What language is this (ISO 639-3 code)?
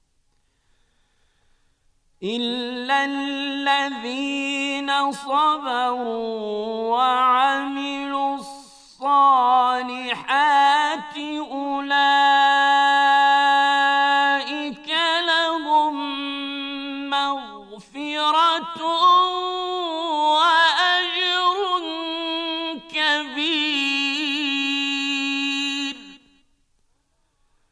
bos